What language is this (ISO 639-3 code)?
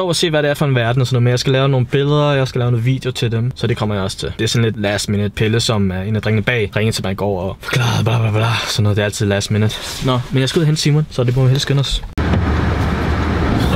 dan